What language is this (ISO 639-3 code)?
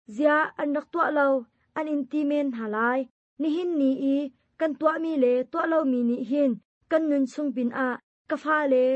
cnh